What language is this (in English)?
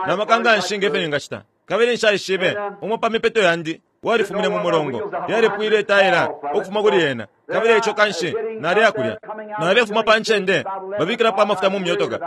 Bemba